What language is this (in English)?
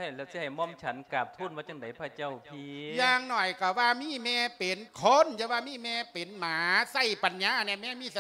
Lao